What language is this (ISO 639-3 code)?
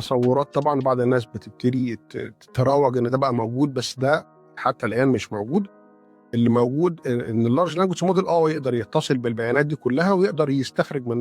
arz